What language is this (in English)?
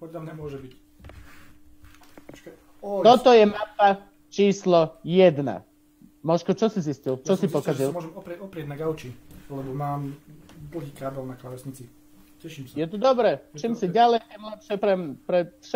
Slovak